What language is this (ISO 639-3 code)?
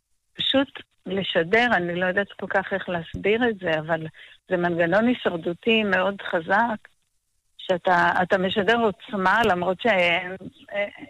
heb